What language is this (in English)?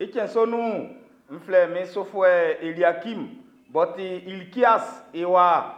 Baoulé